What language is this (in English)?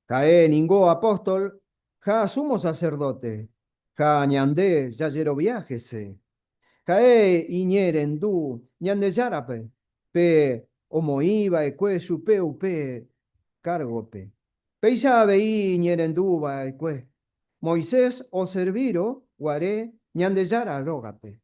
Guarani